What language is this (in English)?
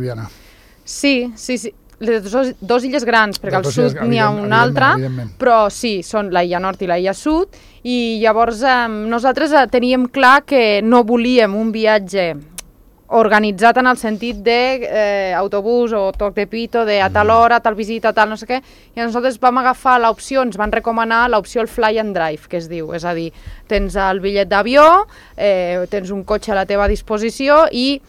Catalan